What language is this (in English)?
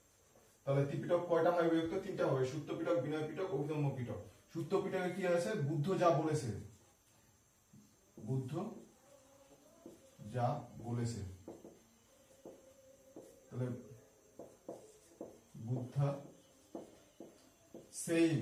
Bangla